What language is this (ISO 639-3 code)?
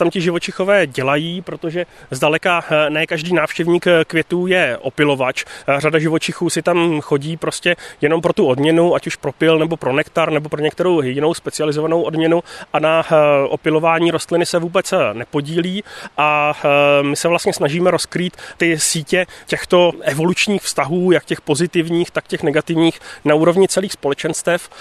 ces